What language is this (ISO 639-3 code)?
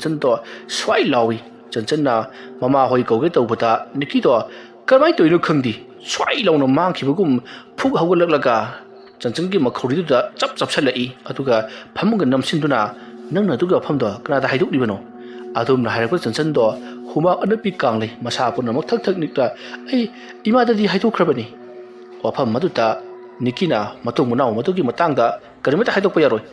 mni